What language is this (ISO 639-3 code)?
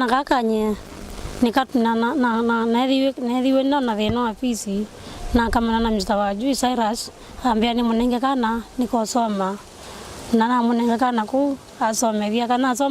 kam